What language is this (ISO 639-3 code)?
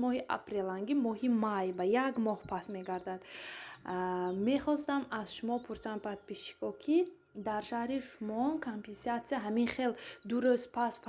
tgk